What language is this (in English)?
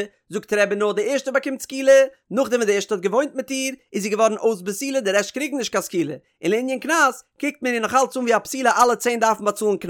Yiddish